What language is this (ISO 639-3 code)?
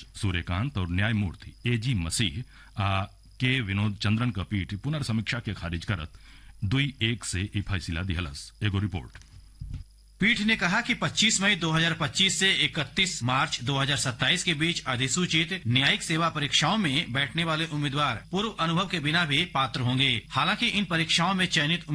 bho